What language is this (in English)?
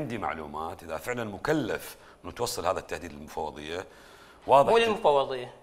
Mesopotamian Arabic